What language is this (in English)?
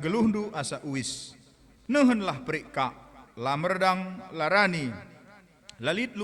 Batak Karo